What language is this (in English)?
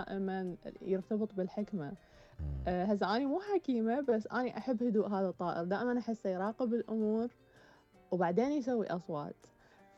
Mesopotamian Arabic